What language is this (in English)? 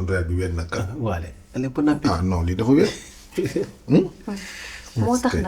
Wolof